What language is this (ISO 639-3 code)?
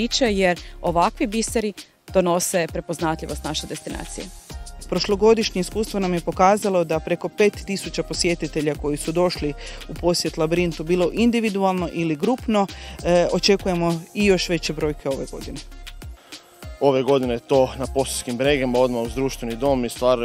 hrv